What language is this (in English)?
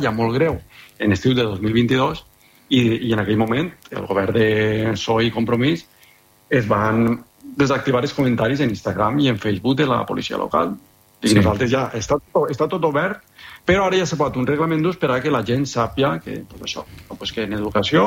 Catalan